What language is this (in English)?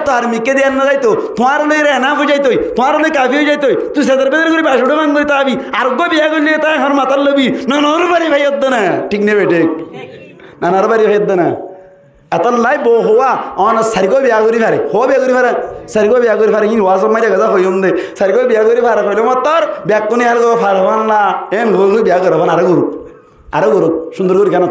Rohingya